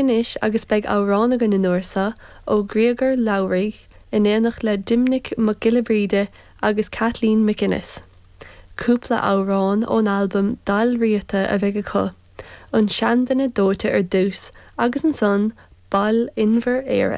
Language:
Irish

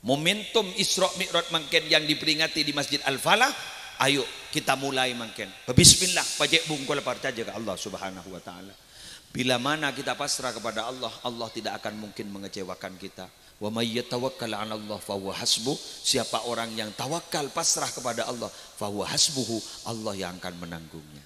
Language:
Madurese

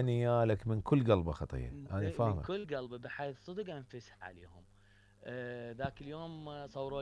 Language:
Mesopotamian Arabic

